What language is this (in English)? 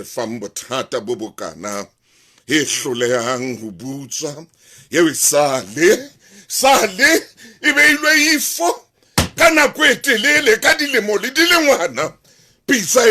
Southern Sotho